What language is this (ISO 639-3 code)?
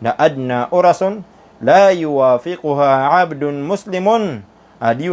mrw